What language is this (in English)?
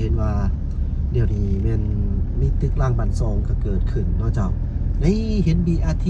Lao